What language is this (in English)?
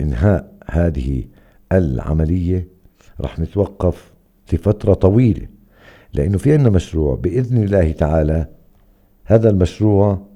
North Levantine Arabic